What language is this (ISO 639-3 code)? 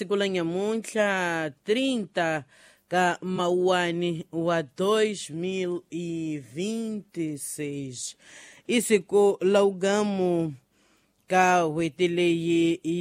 tso